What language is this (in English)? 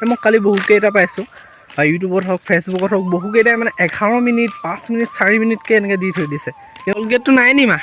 Assamese